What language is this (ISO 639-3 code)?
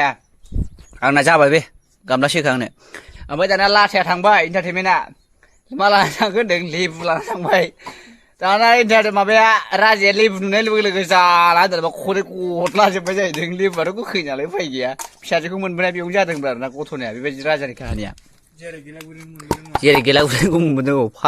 brx